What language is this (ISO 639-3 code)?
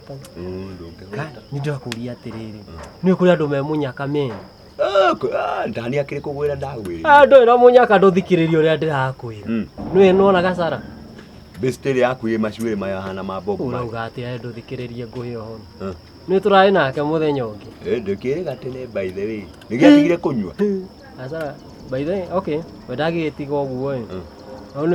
kik